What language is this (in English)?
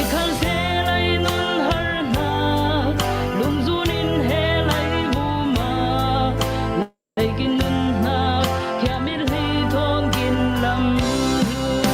Falam Chin